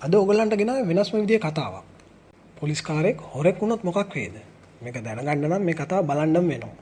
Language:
Sinhala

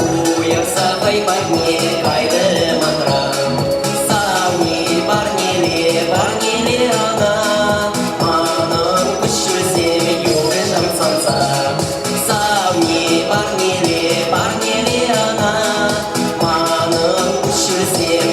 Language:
Chuvash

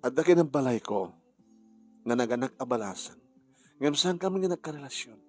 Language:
Iloko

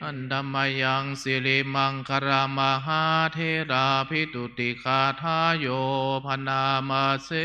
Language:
Pali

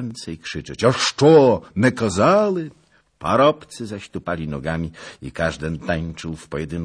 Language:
Polish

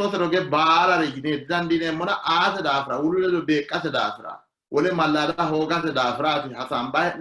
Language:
Sidamo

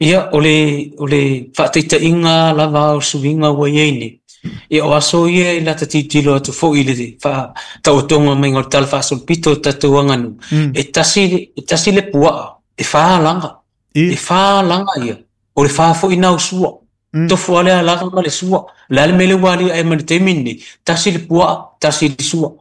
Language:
Samoan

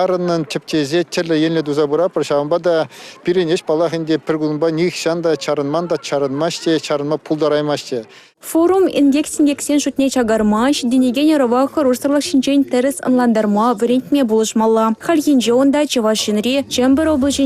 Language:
Chuvash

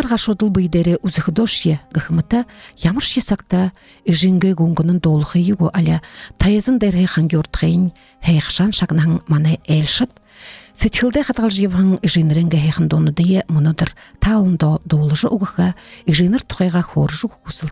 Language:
Buriat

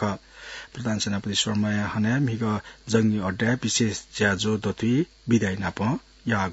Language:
Newari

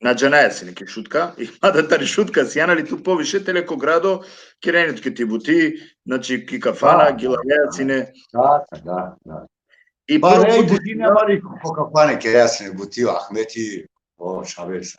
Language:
Balkan Romani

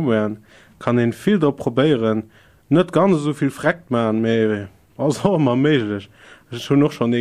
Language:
Luxembourgish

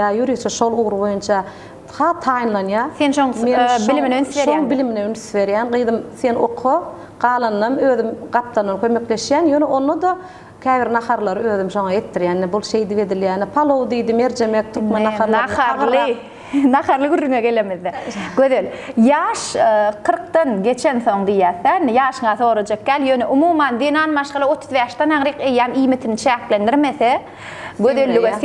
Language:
Turkmen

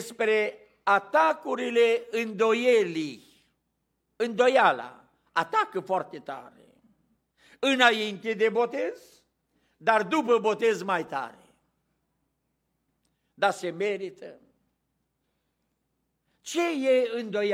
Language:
Romanian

